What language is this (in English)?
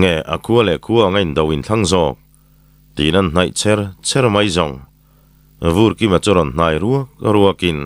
Mizo